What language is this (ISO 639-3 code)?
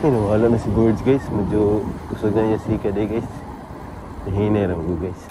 ceb